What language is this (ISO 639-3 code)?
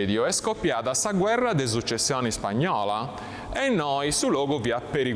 srd